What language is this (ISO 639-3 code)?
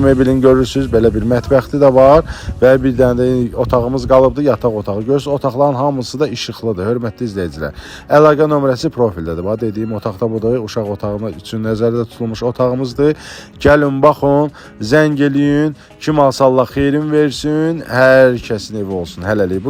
aze